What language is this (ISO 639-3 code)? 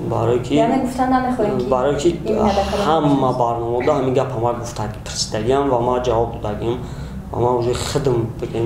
tgk